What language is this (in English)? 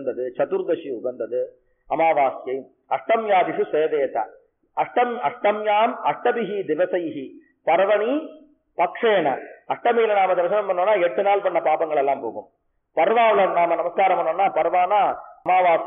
Tamil